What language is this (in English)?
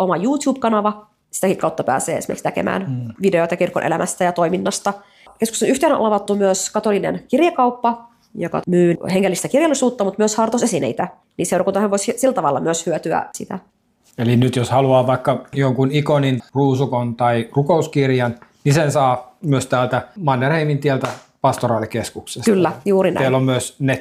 Finnish